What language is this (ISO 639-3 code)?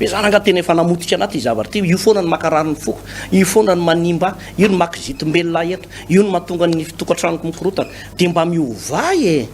mlg